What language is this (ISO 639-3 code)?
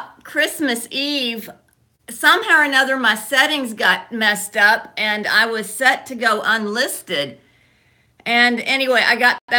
eng